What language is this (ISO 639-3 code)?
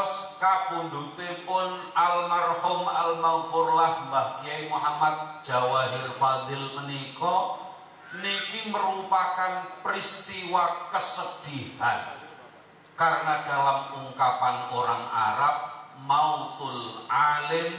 jav